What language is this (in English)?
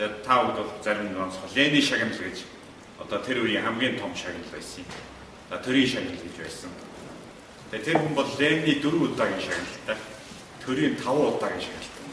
Mongolian